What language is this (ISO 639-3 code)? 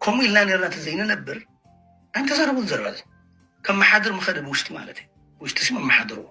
tir